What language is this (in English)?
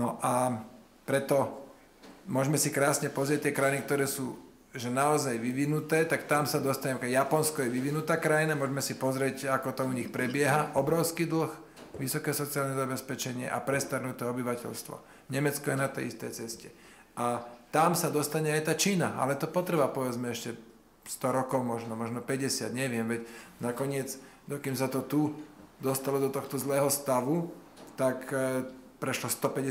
Slovak